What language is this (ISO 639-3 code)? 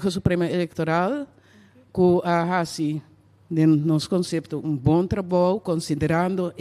pap